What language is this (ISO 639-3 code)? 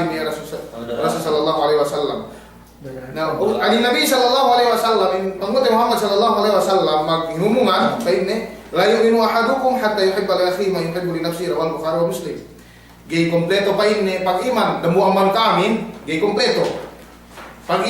yka